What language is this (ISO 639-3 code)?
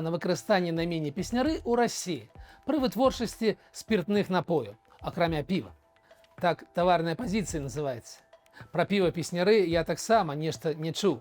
bel